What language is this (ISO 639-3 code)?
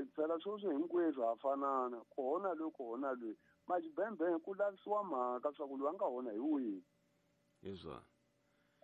tso